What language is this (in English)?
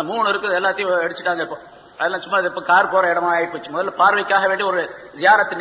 Tamil